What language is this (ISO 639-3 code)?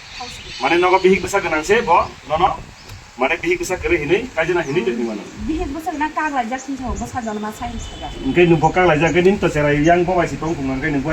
trp